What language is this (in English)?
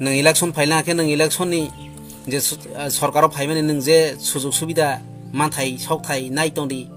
Kok Borok